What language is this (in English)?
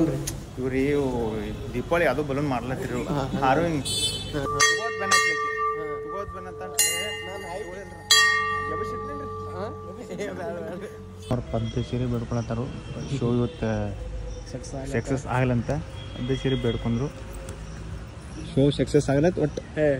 Kannada